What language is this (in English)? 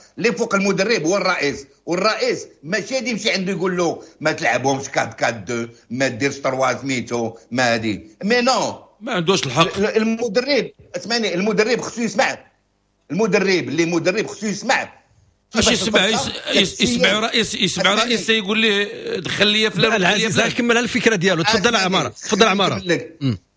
Moroccan Arabic